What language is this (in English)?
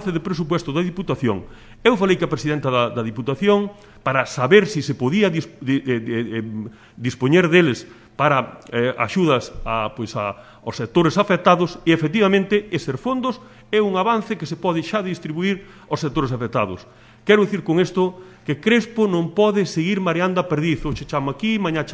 Galician